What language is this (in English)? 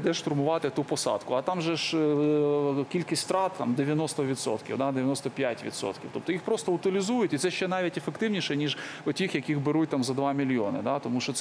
Ukrainian